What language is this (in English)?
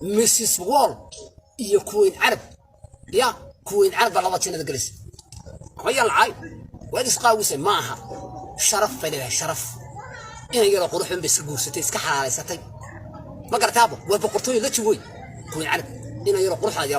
Somali